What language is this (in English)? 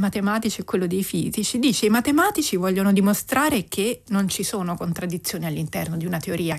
Italian